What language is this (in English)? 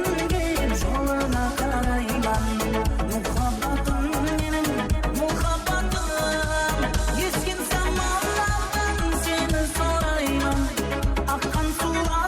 Kara-Kalpak